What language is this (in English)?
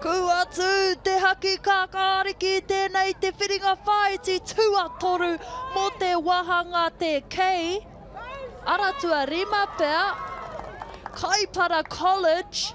Māori